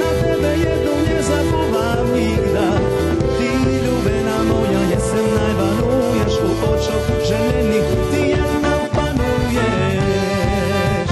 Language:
Rusyn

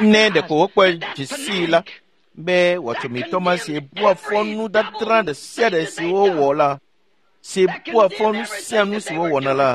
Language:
Ewe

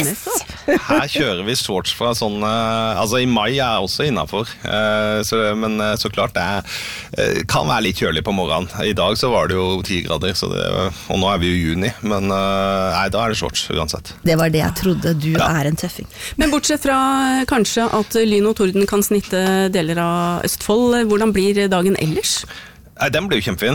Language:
Norwegian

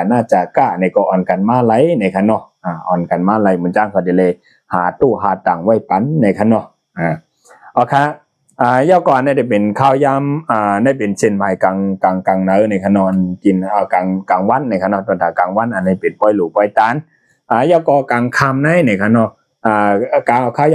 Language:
Shan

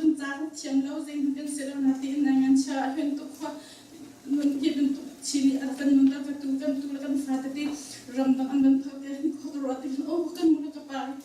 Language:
Hakha Chin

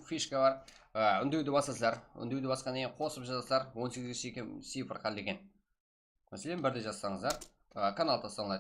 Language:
Kara-Kalpak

